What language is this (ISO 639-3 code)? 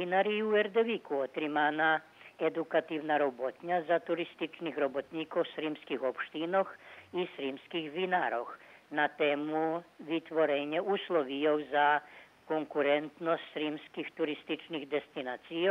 rue